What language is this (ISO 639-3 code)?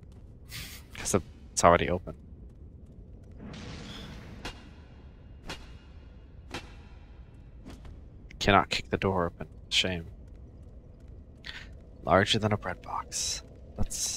eng